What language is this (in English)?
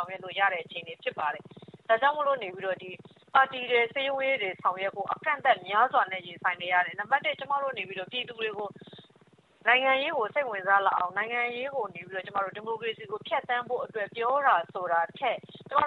Burmese